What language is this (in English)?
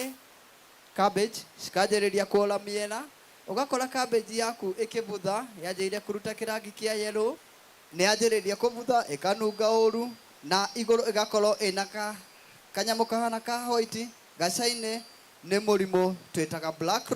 Meru